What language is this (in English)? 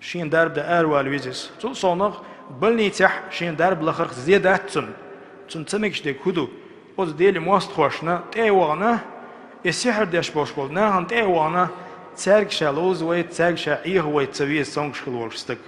Chechen